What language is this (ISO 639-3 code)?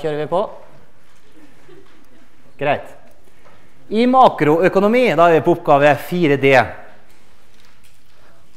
nor